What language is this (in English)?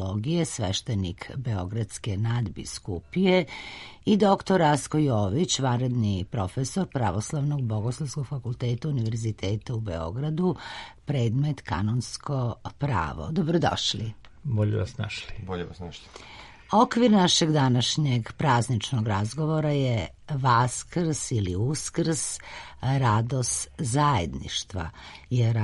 Serbian